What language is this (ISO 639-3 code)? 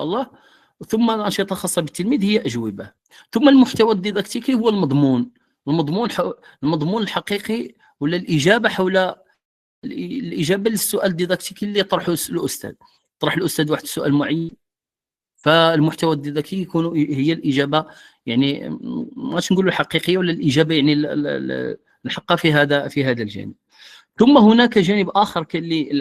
ary